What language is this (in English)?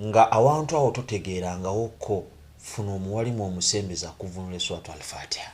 Ganda